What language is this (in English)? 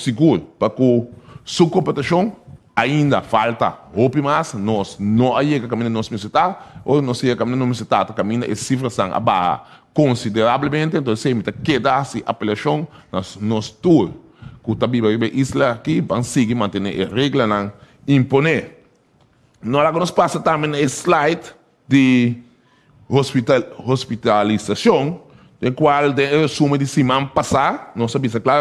Papiamento